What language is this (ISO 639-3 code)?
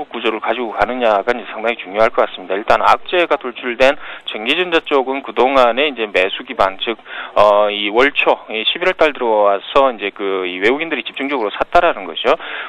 kor